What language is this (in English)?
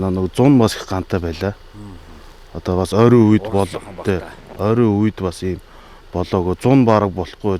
Mongolian